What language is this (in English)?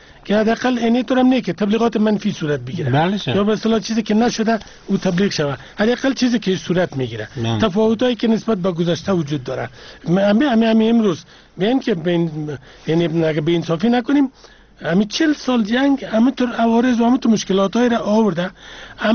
Persian